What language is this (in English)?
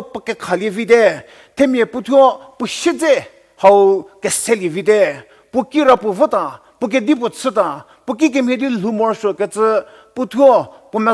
Angami Naga